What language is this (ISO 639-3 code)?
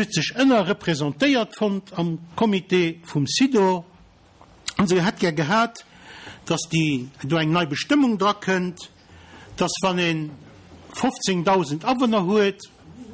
ltz